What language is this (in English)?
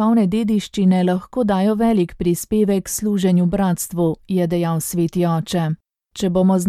Slovenian